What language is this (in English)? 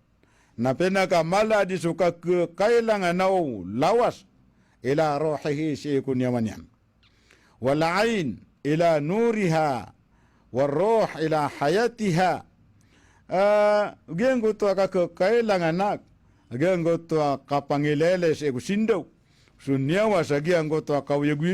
Maranao